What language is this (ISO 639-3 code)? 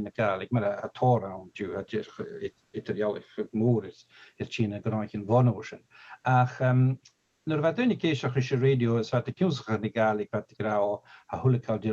gla